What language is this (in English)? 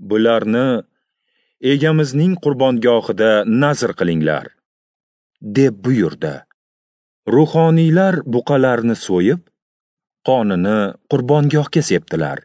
Uzbek